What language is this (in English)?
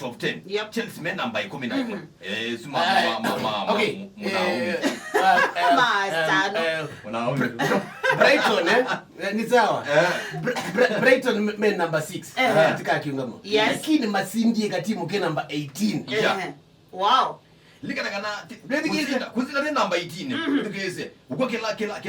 Kamba